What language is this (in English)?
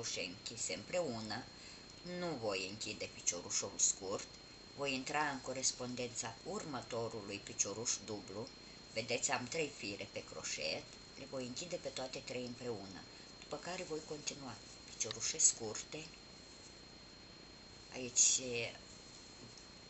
Romanian